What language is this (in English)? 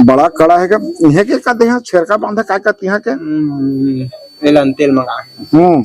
Chhattisgarhi